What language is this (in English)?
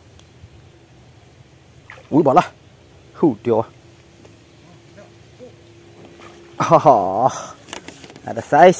Malay